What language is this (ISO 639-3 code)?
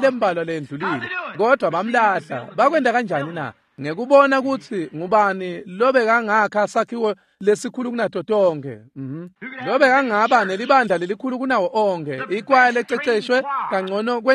ssw